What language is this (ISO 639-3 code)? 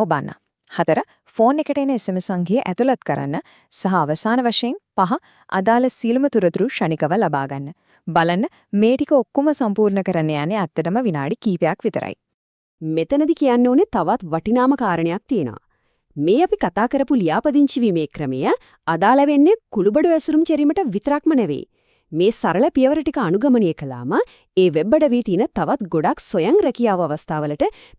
sin